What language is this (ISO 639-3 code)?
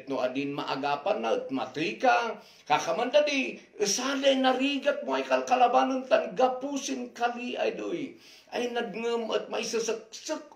kne